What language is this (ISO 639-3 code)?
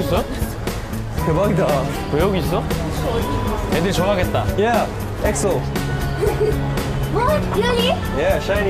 kor